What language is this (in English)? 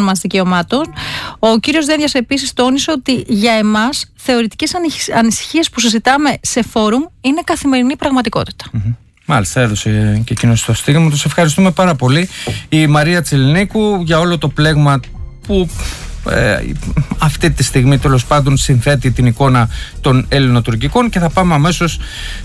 Greek